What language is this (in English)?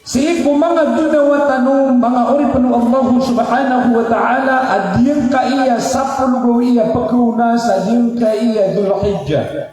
Maranao